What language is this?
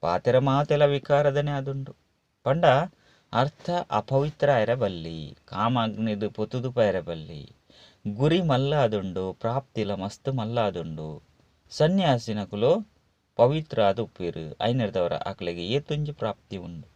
Tulu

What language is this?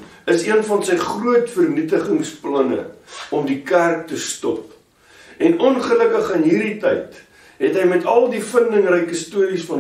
Afrikaans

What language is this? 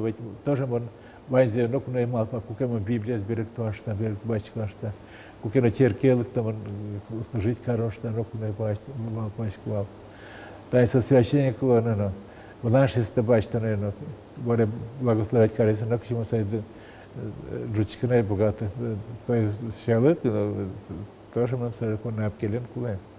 Udmurt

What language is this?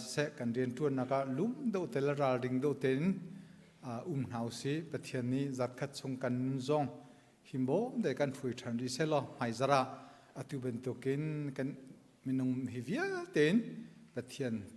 Hakha Chin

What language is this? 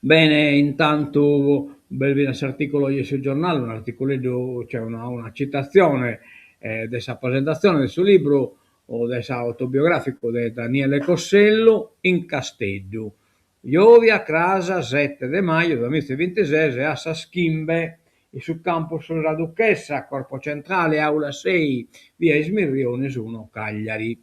Sardinian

